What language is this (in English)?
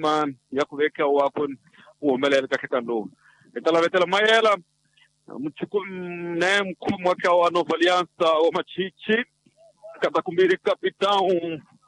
Swahili